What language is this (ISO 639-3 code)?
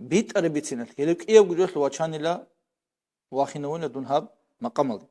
ava